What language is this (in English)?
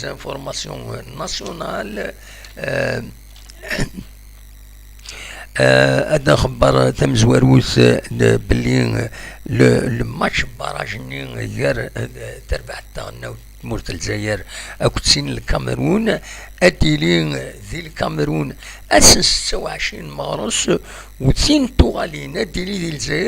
Kabyle